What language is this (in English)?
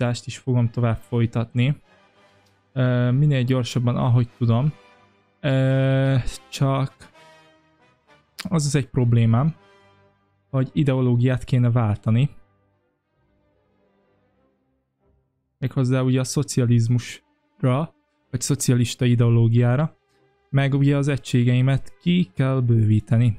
Hungarian